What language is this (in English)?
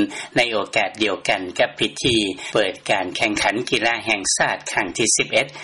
Lao